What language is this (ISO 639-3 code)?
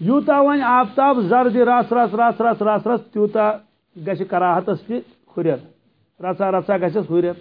kas